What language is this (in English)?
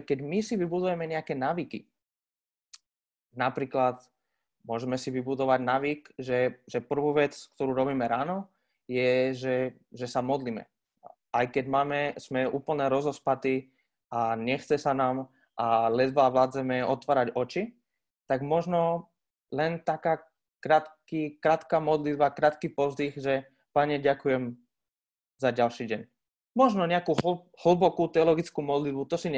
Slovak